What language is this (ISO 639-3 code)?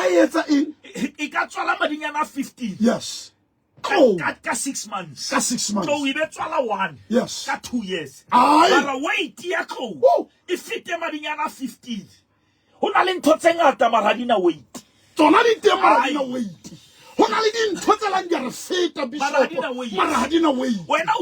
sot